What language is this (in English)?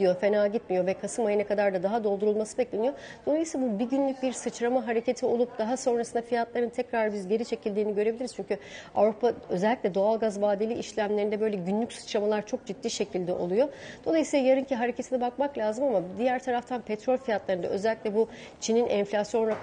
Turkish